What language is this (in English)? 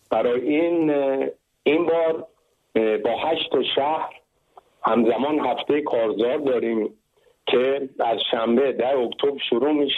Persian